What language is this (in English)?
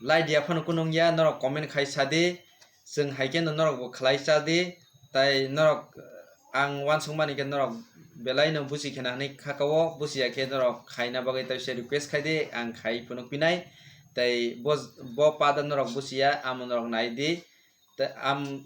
Kok Borok